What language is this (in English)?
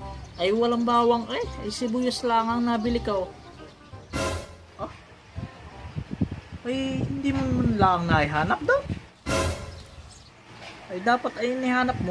Filipino